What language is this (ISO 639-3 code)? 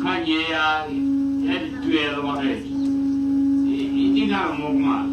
tsn